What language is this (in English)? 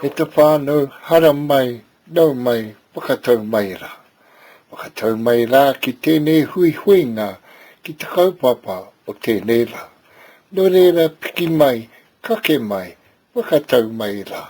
Māori